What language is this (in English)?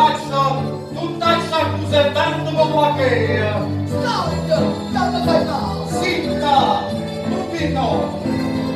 Neapolitan